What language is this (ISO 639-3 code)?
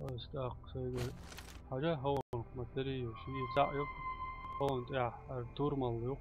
che